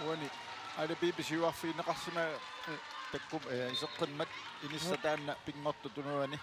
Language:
Kalaallisut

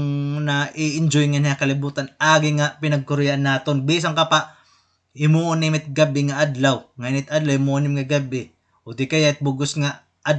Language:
Waray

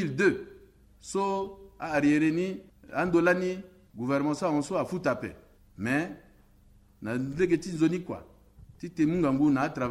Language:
Sango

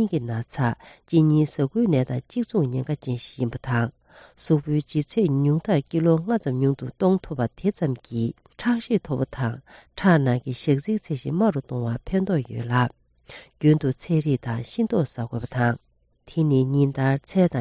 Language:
Tibetan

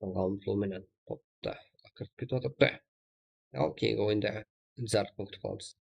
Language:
Kara-Kalpak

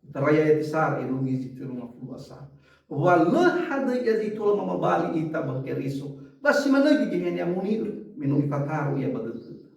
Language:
Nias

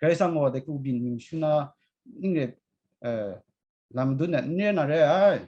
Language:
Kachin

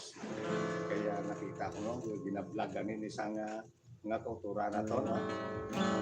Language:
Hiligaynon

